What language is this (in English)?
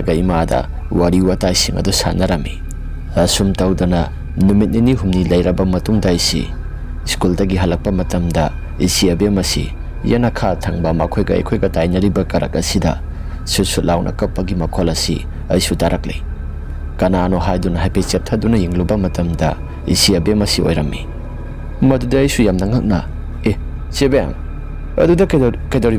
Manipuri